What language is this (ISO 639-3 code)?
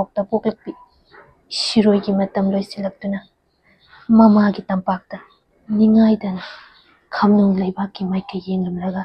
mni